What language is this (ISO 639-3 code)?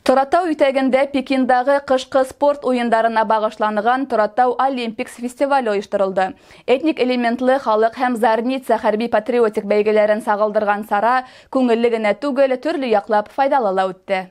bak